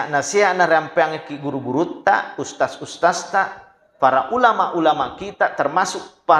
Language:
Buginese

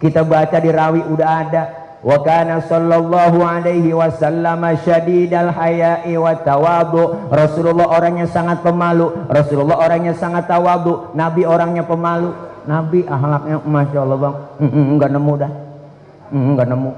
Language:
Betawi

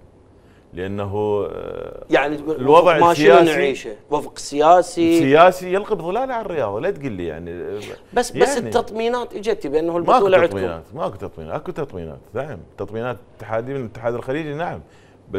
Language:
Mesopotamian Arabic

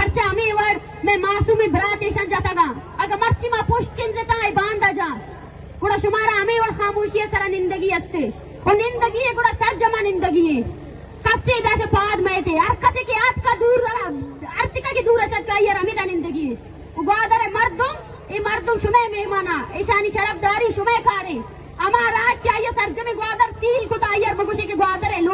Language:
Eastern Balochi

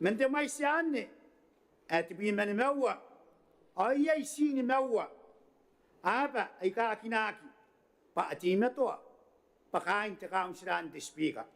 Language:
Gilbertese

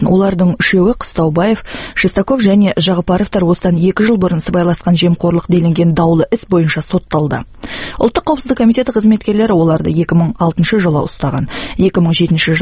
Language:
Kazakh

